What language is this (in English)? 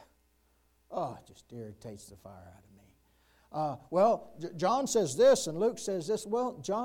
English